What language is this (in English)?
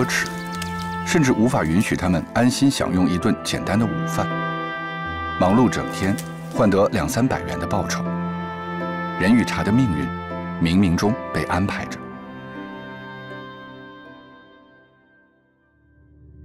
Chinese